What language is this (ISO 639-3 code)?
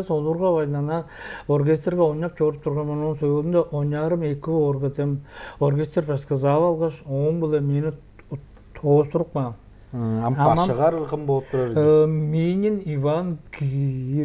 tyv